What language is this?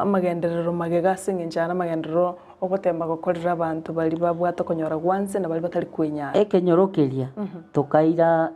Gusii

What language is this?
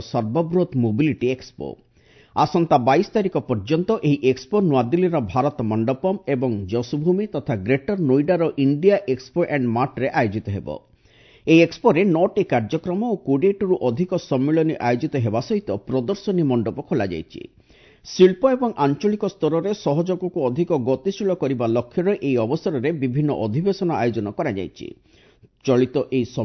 Odia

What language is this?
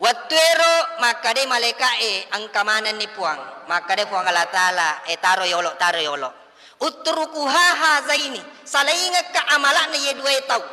Buginese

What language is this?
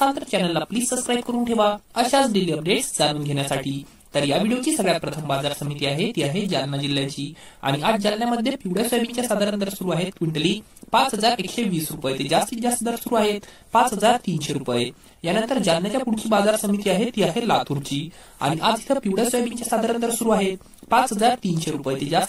Marathi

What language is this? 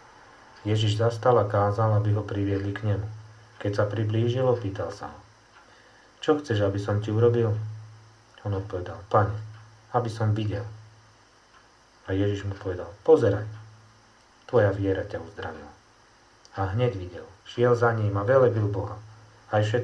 Slovak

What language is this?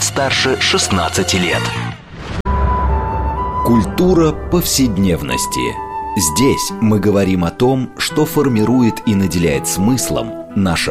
Russian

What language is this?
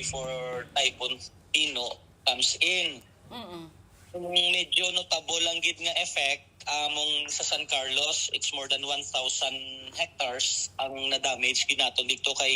Hiligaynon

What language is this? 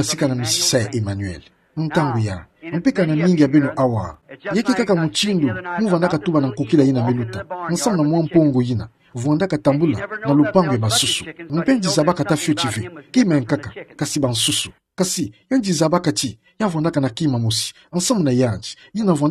Kituba (Democratic Republic of Congo)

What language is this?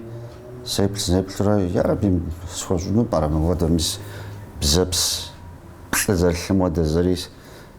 Kabardian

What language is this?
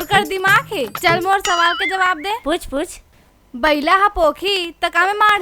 Chhattisgarhi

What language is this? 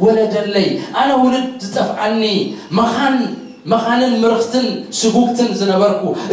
Tigrinya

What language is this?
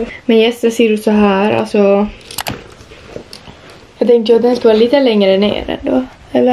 Swedish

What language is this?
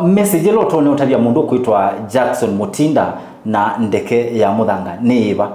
Kamba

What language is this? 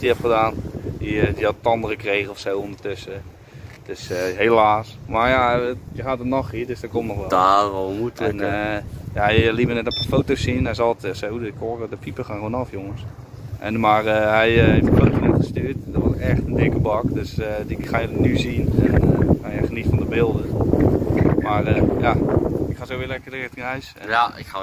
Dutch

